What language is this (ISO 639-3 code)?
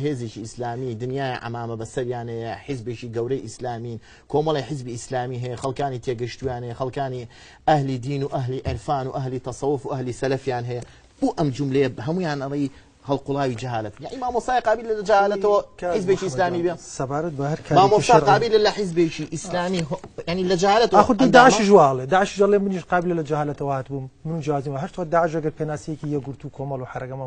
ckb